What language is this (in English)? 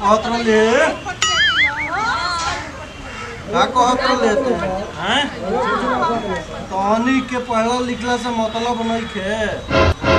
Bhojpuri